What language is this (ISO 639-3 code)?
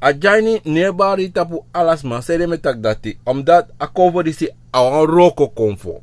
srn